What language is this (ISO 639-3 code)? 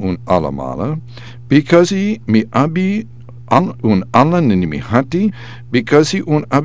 srn